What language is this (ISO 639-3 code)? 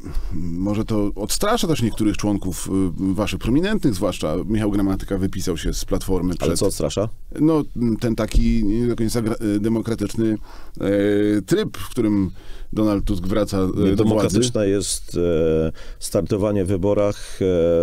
pol